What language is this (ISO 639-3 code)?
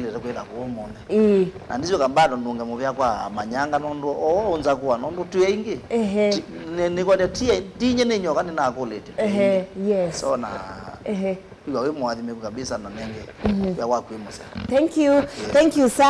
kam